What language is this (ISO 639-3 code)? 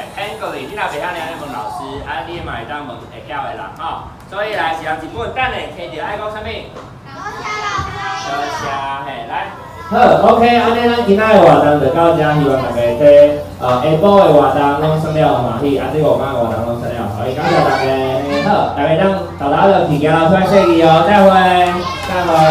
nan